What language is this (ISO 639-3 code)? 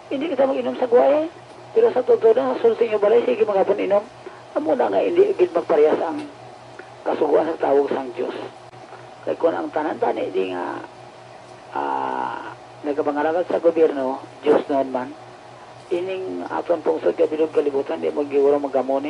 hil